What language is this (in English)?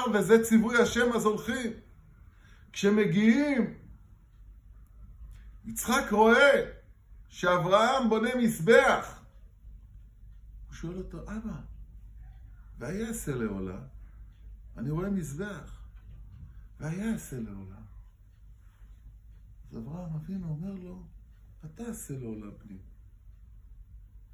Hebrew